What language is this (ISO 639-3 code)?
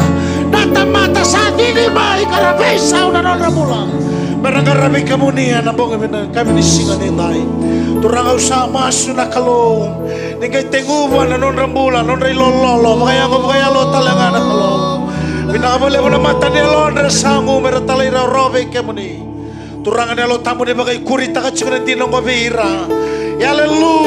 fij